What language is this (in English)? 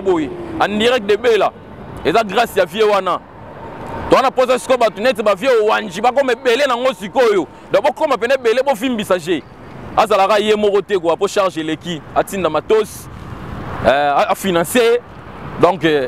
Lingala